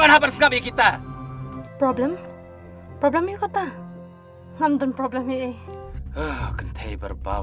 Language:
Khasi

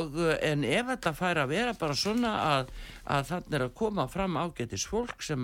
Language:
Icelandic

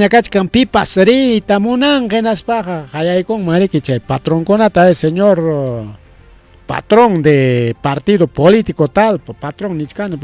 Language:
Ayacucho Quechua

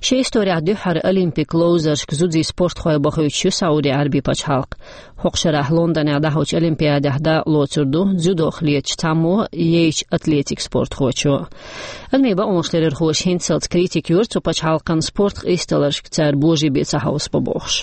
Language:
Chechen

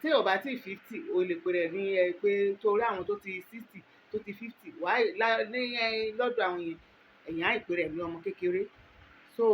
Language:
Yoruba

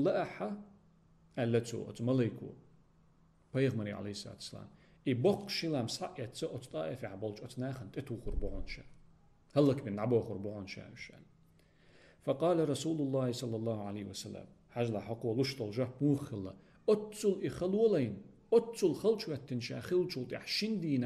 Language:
Chechen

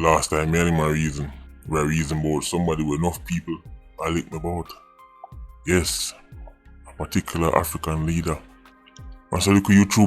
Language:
Jamaican Creole English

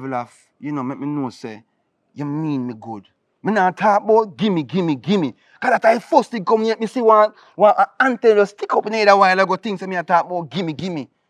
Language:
Jamaican Creole English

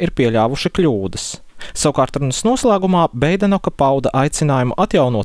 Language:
Latvian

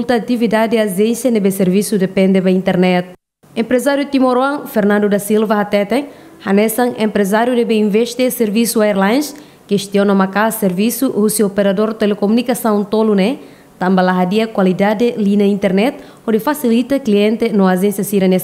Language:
Tetum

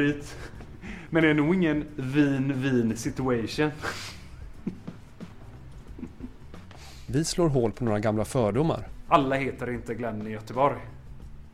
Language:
Swedish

